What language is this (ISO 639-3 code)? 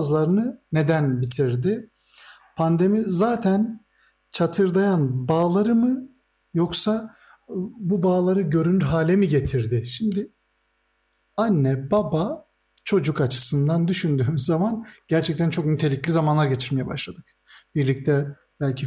tur